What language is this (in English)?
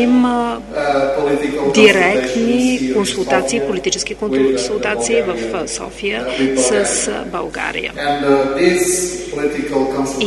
Bulgarian